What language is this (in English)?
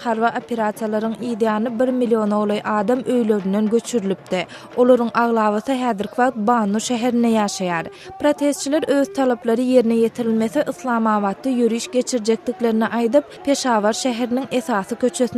Turkmen